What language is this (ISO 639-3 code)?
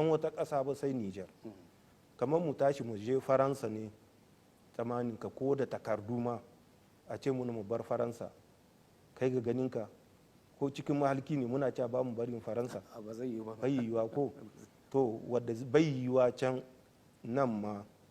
hau